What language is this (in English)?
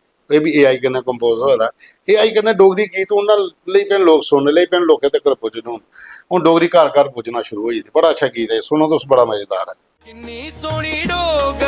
Dogri